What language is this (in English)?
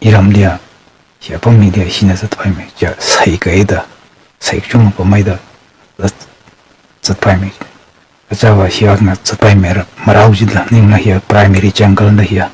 Tangkhul Naga (India)